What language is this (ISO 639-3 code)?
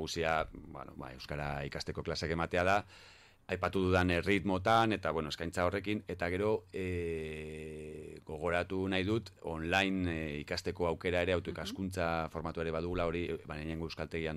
eus